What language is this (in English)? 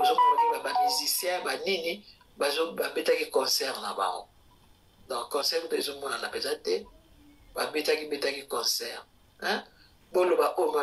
Lingala